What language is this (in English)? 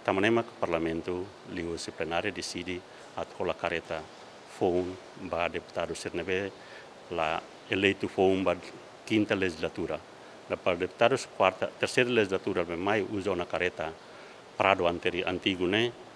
Tetum